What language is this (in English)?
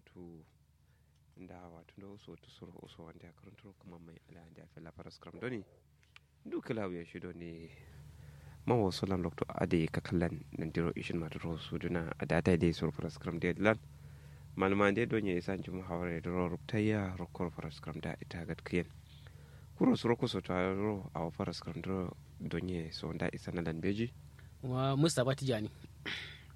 Kanuri